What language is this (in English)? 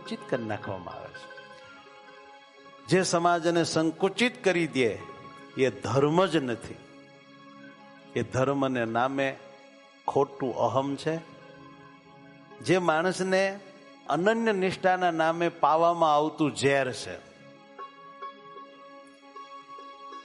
Gujarati